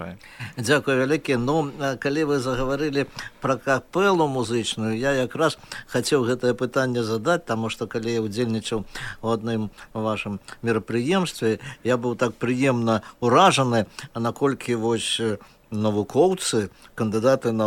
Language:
Belarusian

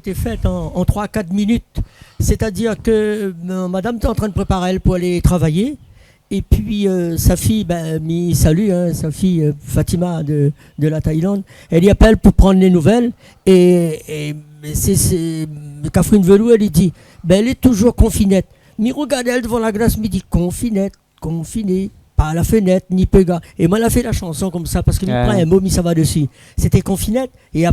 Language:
Réunion Creole French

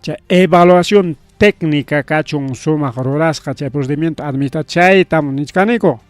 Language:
Ayacucho Quechua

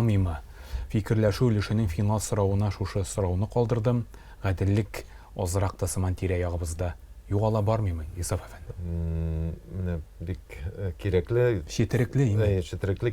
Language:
Tatar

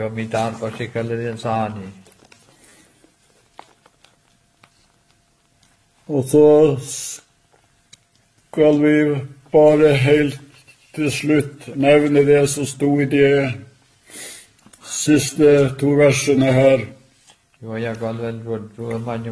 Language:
Norwegian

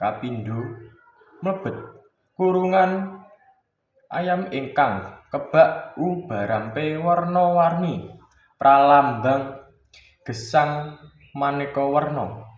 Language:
Javanese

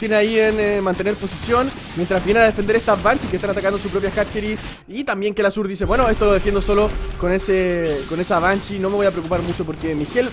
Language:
Spanish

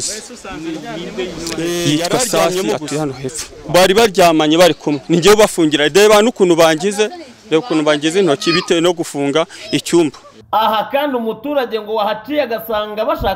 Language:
Kinyarwanda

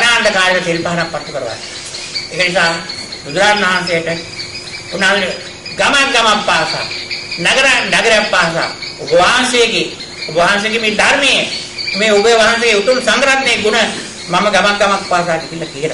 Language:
Sinhala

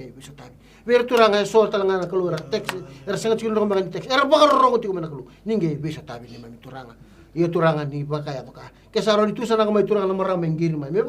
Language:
Fijian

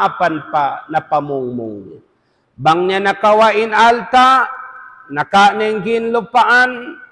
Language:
Tausug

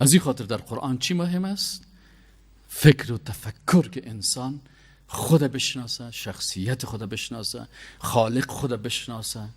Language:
Persian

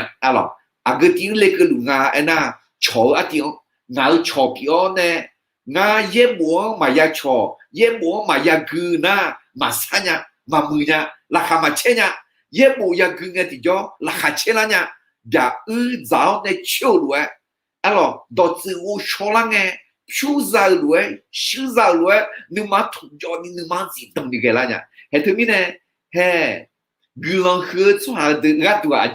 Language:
Akha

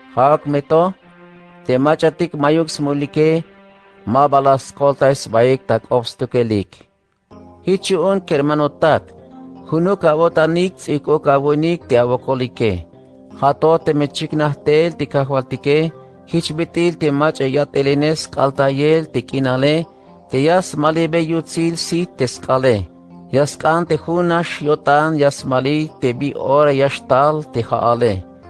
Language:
Tzeltal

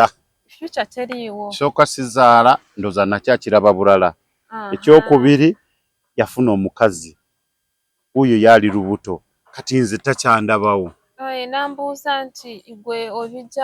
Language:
Ganda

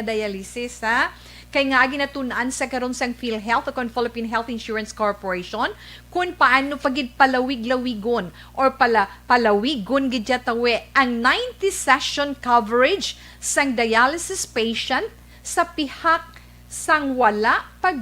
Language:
Hiligaynon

